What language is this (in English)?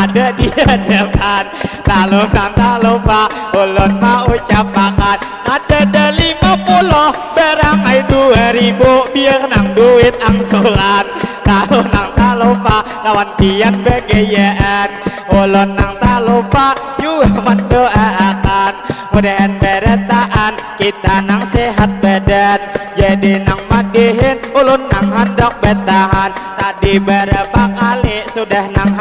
Banjar